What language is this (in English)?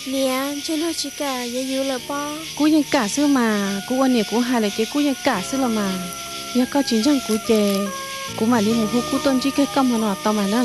Hmong